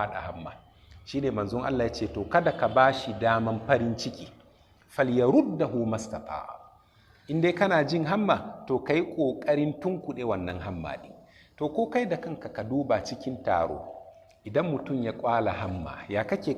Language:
Hausa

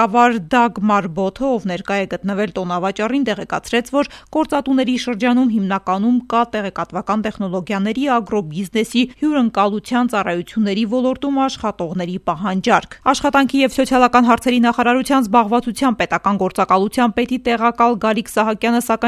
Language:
Armenian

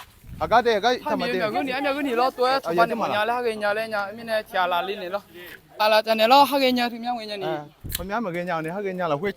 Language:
Akha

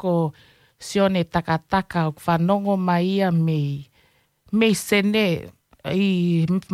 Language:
Tongan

